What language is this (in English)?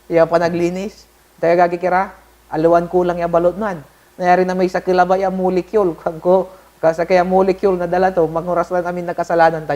Pangasinan